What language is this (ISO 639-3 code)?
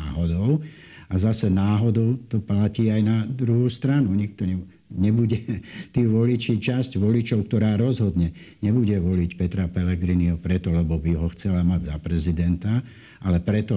slk